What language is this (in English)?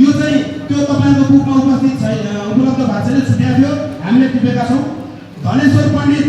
Nepali